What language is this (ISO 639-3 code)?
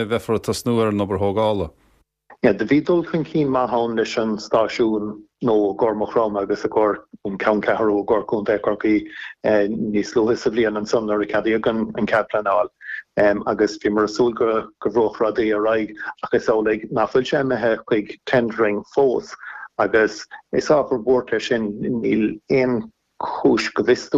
gle